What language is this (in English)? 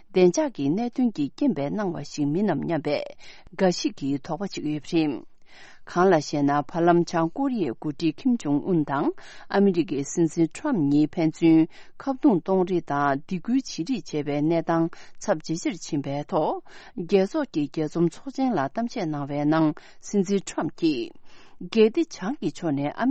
Tibetan